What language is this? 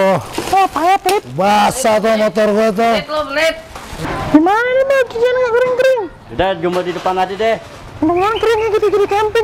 Betawi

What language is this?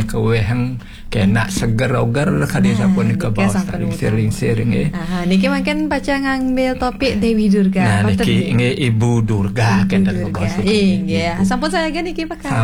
Balinese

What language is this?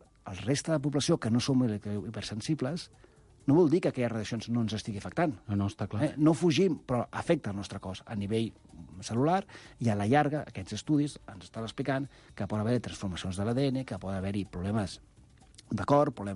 Catalan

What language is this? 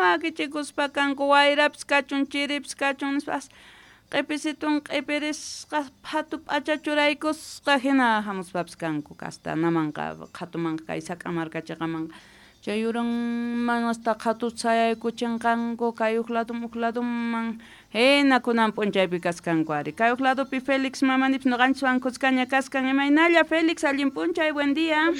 South Bolivian Quechua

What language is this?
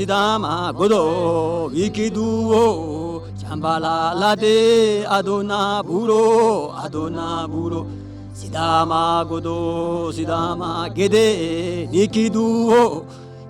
Sidamo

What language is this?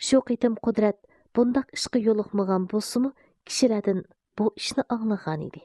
Uyghur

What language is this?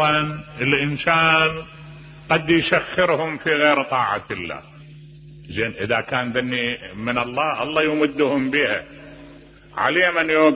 Mesopotamian Arabic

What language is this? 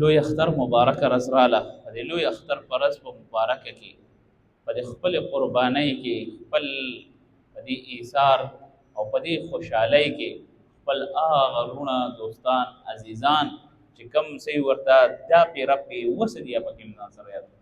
Pashto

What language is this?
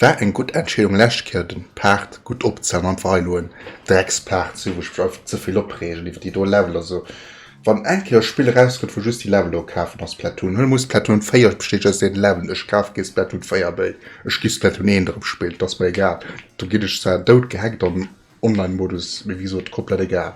Luxembourgish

